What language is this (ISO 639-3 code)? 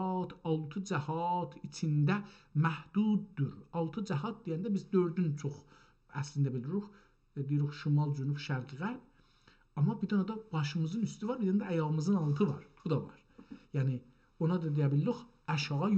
azb